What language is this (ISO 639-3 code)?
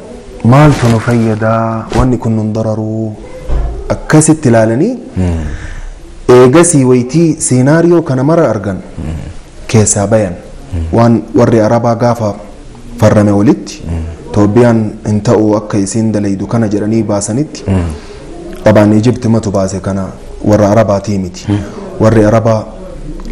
orm